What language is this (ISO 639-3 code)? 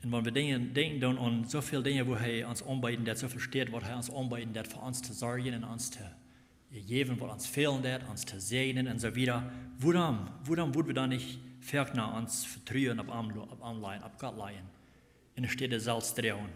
pdt